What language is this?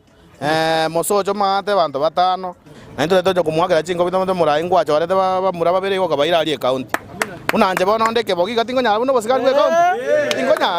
Gusii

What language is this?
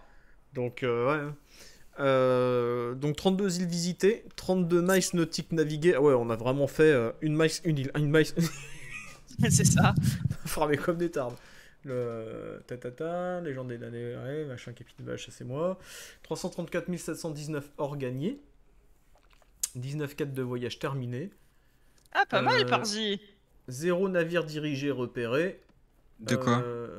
French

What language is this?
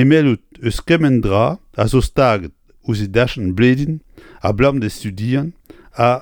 Breton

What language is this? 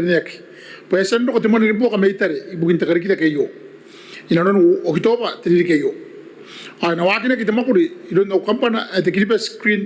Gilbertese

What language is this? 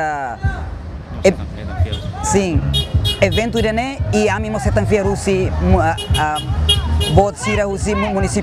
Tetum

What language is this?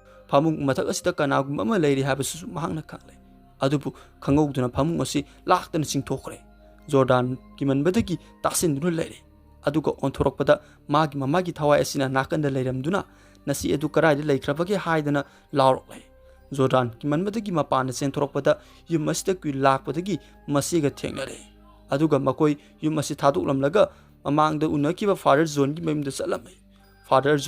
Manipuri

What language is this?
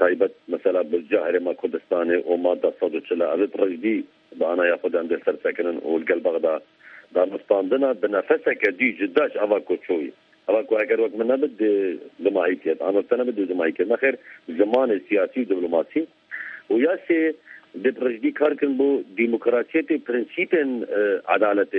Kurdish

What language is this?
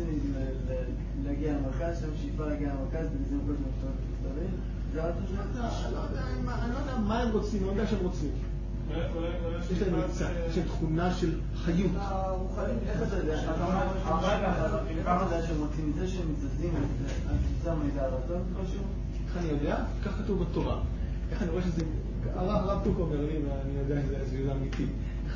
Hebrew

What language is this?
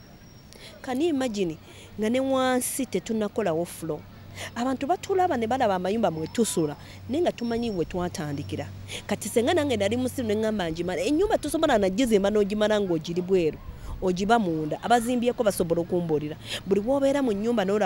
Ganda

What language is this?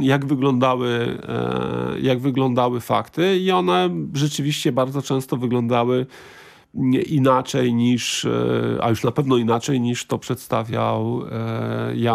Polish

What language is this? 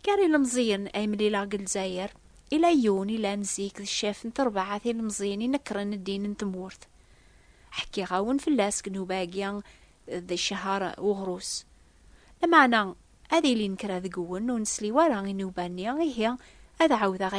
Kabyle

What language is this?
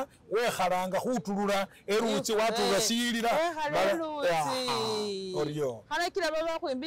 Masaaba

